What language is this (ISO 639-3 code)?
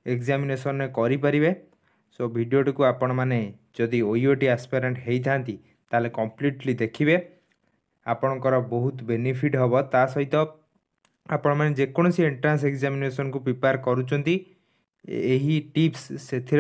ori